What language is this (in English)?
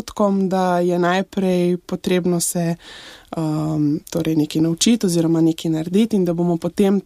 Slovenian